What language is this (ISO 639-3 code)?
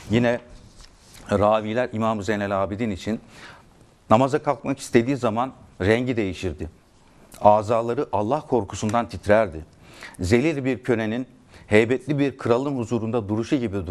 tur